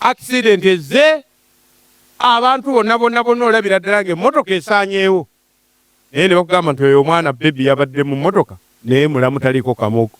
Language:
Ganda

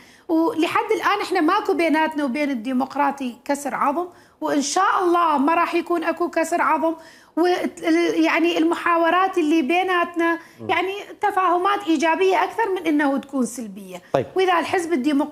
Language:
Mesopotamian Arabic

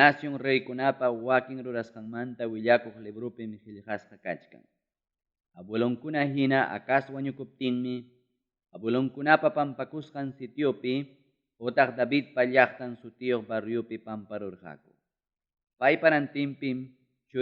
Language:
Ayacucho Quechua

